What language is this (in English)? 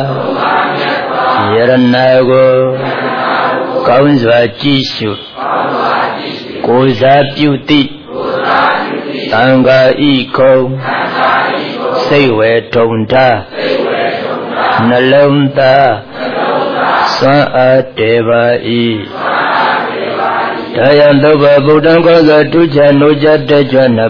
Burmese